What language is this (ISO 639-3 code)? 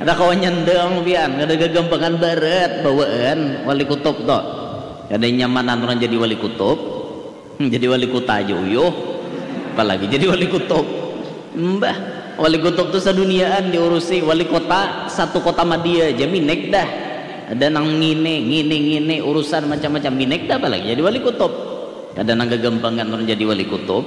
bjn